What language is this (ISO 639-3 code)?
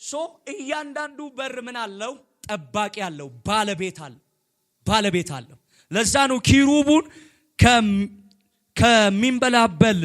amh